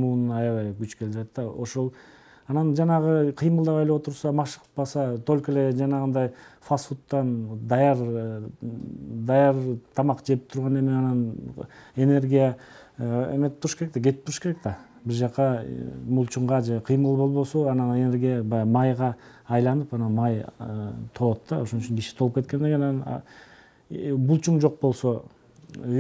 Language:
Kyrgyz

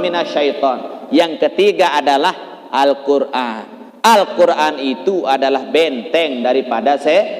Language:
Sasak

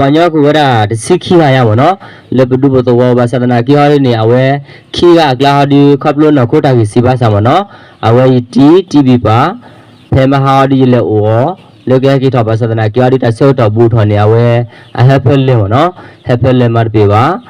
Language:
S'gaw Karen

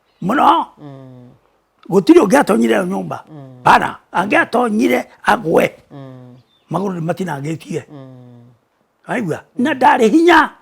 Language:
Kikuyu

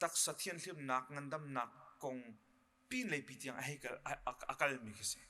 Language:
Hakha Chin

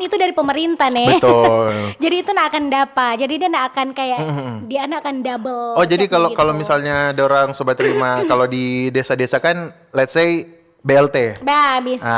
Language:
Manado Malay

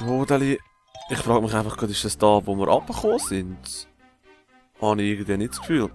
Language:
Swiss German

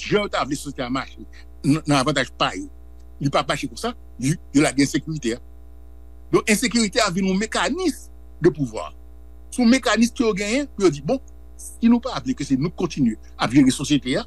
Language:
Haitian Creole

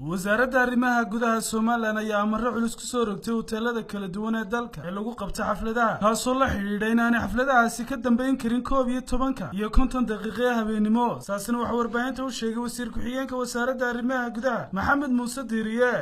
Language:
Somali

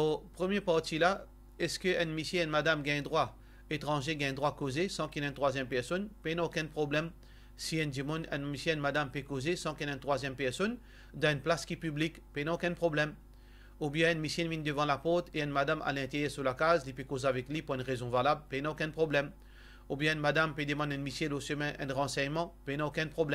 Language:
Morisyen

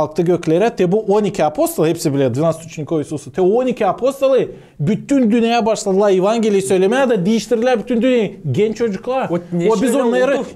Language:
Gagauz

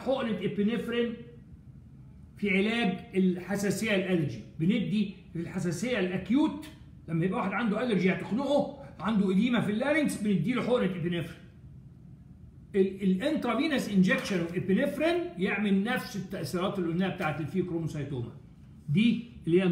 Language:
Egyptian Arabic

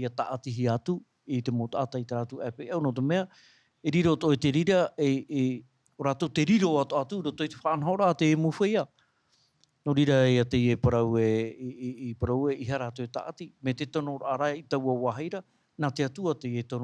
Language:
Tahitian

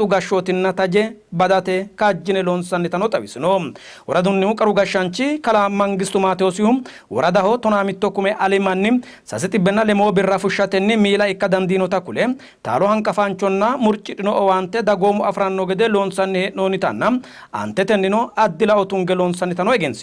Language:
Sidamo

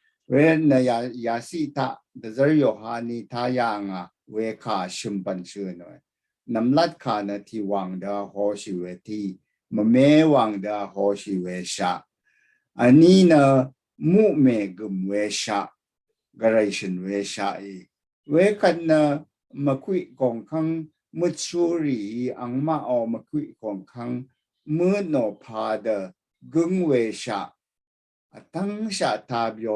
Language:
Rawang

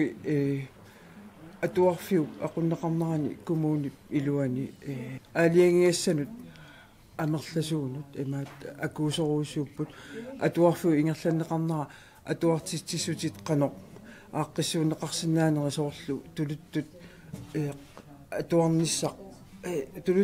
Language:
Kalaallisut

